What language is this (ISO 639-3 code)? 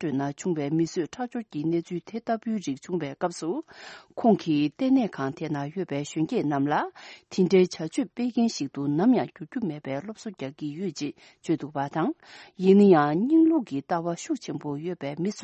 bod